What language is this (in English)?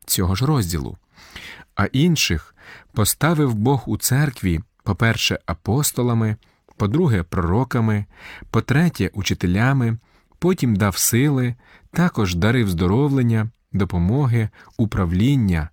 Ukrainian